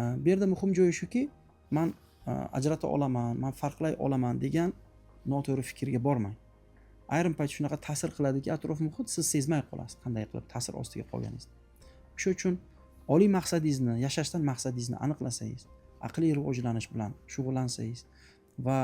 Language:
Uzbek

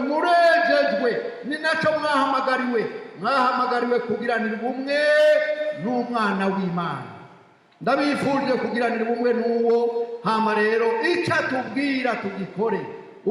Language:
Rundi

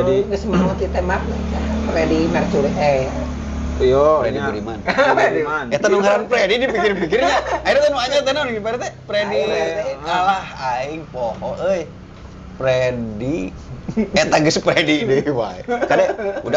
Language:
Sundanese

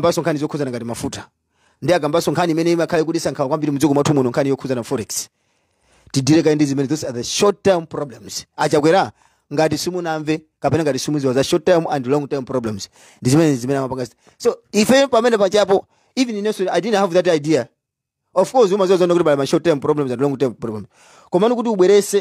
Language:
Nyanja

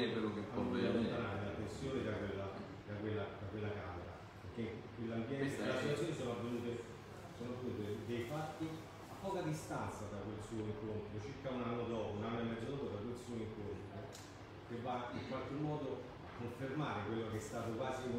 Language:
Italian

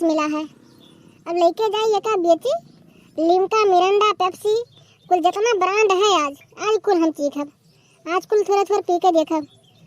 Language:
Awadhi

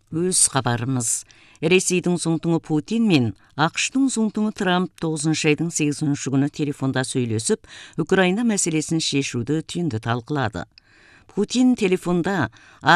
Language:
Kazakh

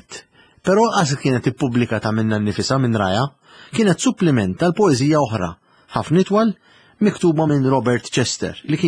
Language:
Maltese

